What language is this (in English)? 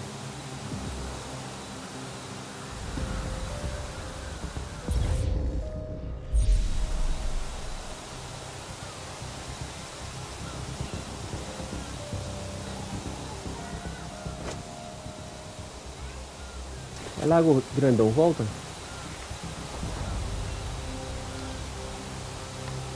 Portuguese